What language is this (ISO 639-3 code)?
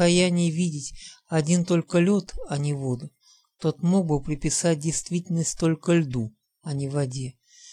rus